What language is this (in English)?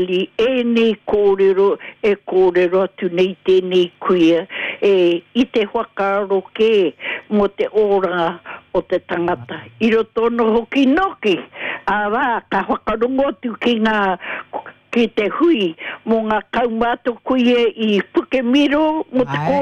Māori